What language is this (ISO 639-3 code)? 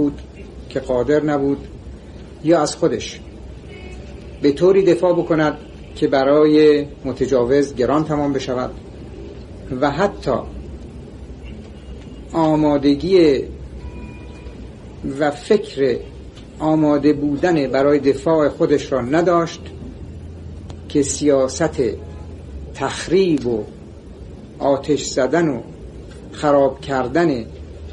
fas